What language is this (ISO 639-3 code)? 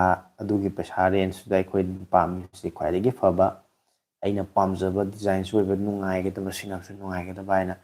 mni